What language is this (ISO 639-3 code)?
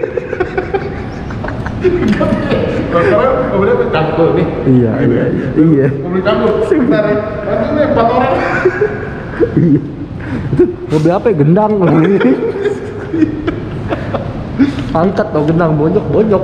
ind